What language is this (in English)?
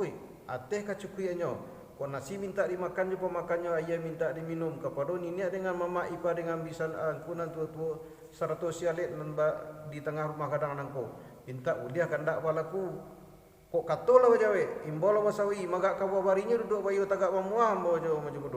Minangkabau